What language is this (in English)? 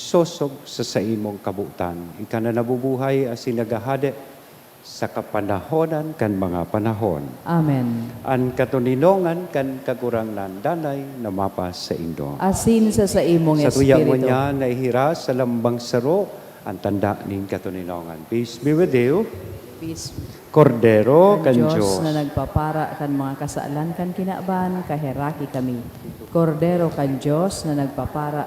Bikol